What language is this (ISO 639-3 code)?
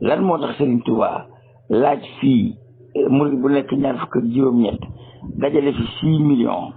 wol